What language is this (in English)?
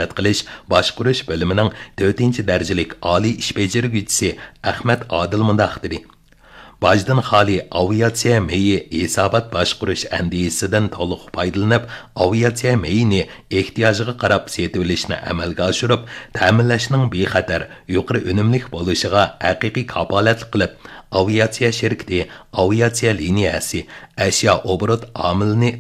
Uyghur